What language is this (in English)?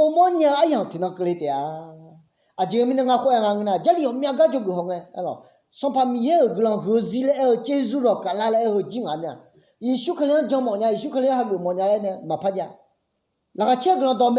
Akha